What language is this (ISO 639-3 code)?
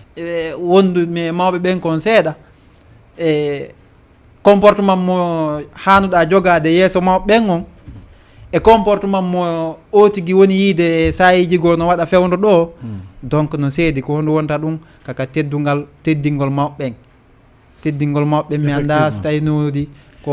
ful